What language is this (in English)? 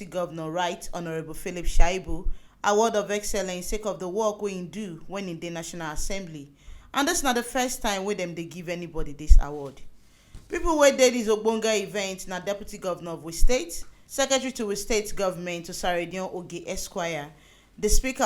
Nigerian Pidgin